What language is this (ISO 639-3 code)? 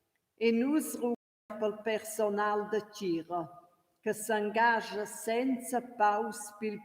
roh